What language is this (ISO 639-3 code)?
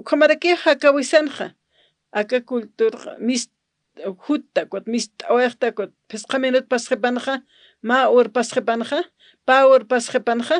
aym